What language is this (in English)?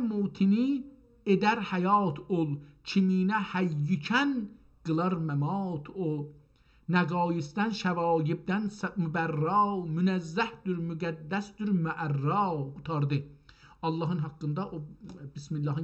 South Azerbaijani